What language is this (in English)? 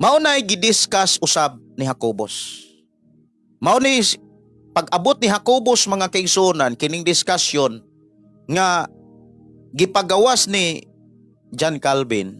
Cebuano